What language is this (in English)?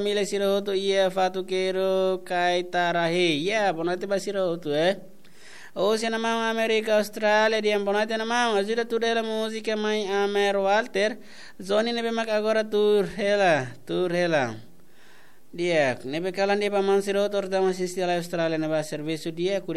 Tetum